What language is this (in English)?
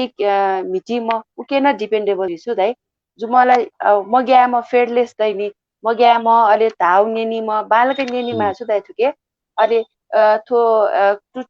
Newari